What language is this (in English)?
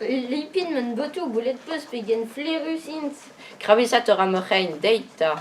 Breton